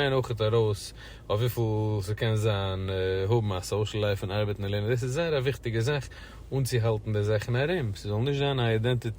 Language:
Yiddish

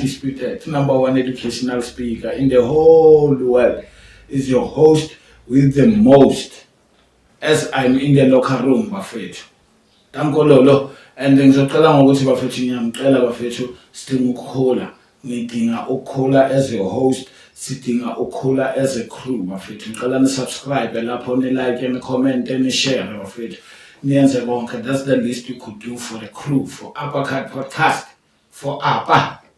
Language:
Zulu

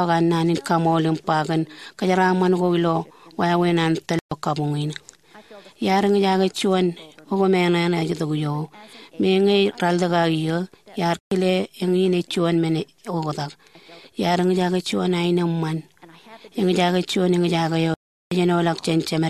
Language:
Marshallese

